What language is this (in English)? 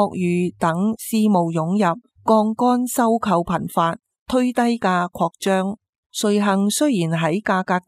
Cantonese